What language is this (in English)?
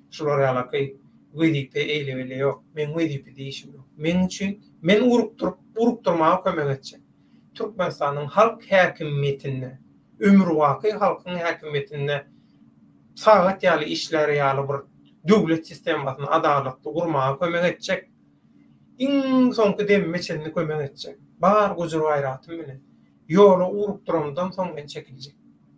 Turkmen